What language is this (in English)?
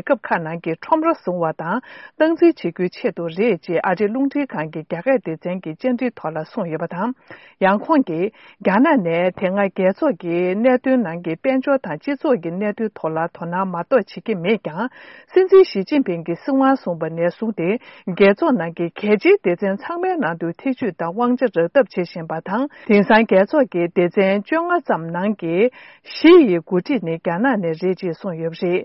Tibetan